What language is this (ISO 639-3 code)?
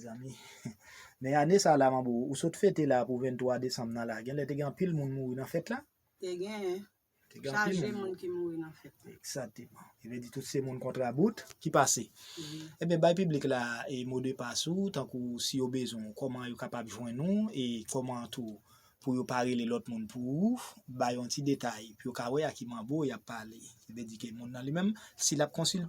hat